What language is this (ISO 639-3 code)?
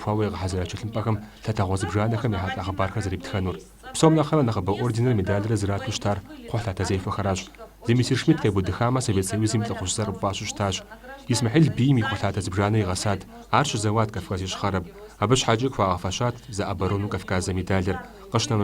kbd